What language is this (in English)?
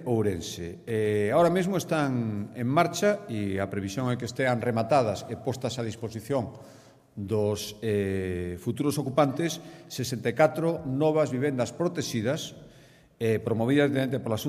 Galician